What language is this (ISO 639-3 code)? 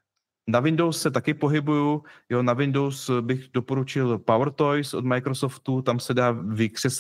ces